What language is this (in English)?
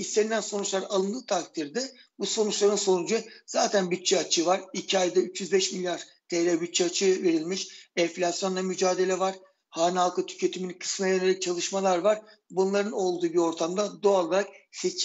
Turkish